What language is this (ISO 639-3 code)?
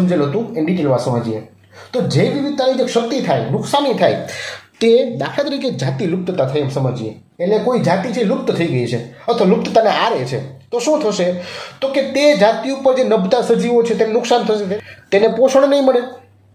guj